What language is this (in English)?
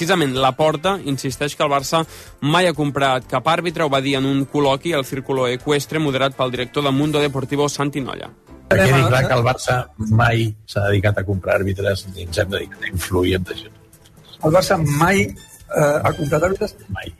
Catalan